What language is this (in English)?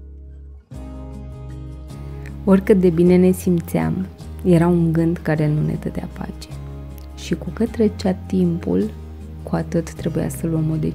Romanian